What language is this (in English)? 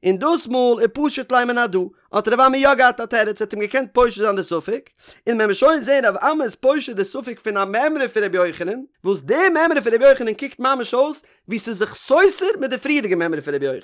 Yiddish